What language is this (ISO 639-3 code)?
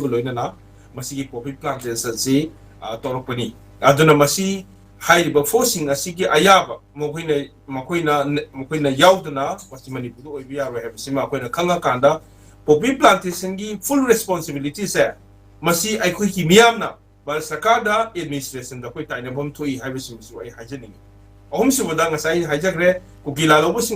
mni